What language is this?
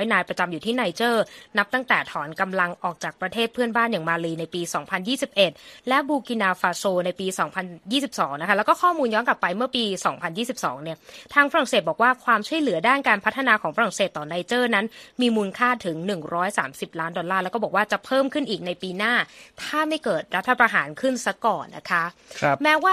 Thai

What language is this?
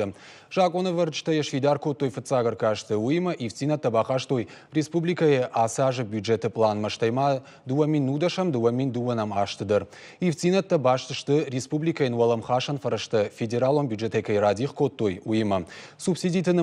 Ossetic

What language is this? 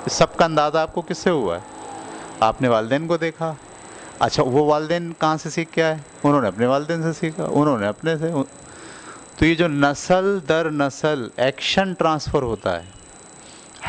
Urdu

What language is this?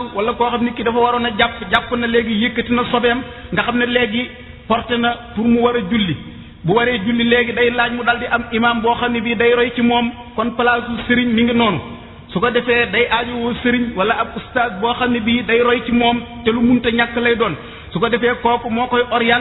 Wolof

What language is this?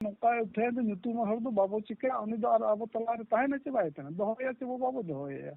Santali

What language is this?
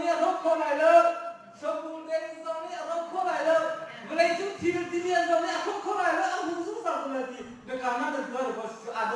Hakha Chin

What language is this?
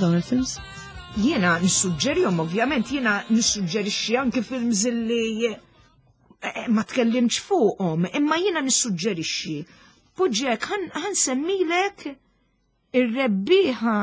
Maltese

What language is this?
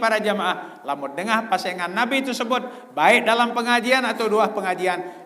Sasak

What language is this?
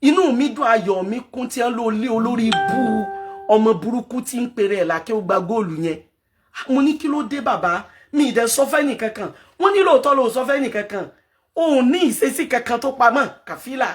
Yoruba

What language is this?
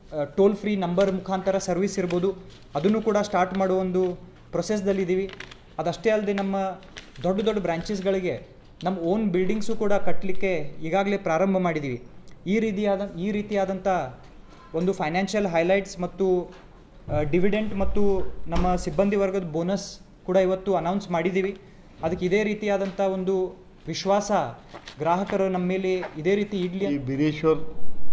Kannada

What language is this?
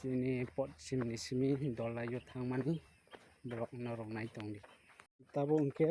Kok Borok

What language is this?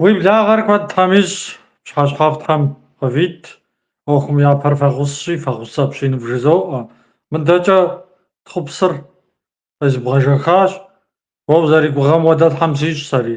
Kabardian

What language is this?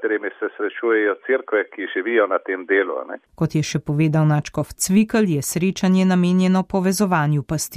Slovenian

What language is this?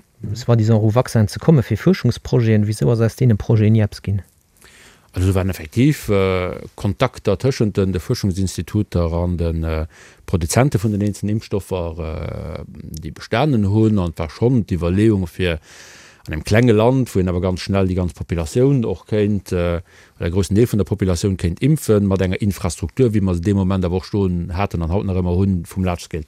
Luxembourgish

